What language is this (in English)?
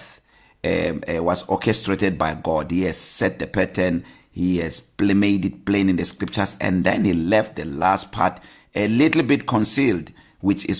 English